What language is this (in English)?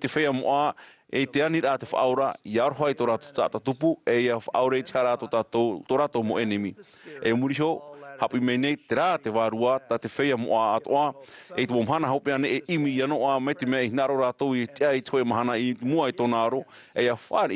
Tahitian